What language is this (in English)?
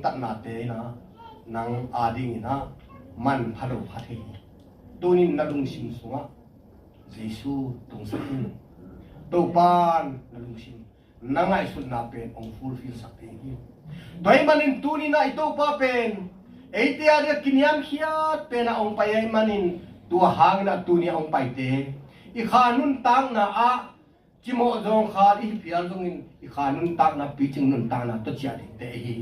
Tedim Chin